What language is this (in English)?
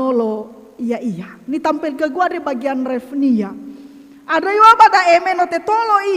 Nias